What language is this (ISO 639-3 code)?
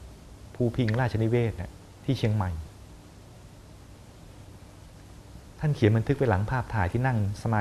tha